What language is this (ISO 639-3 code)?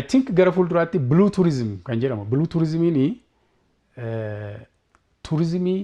orm